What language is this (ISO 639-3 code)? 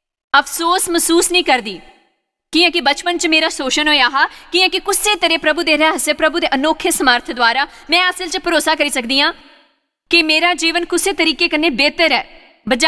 doi